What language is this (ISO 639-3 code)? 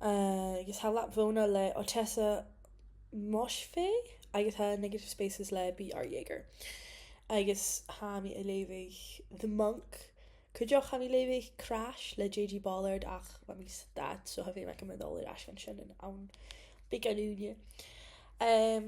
gla